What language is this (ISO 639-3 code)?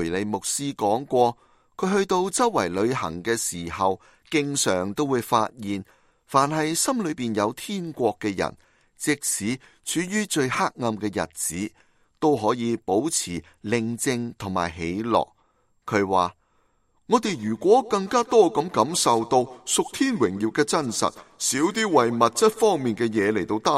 yue